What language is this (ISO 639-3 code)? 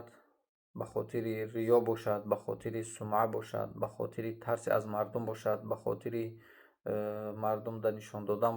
tgk